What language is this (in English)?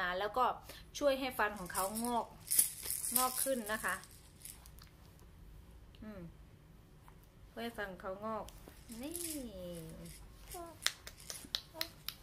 Thai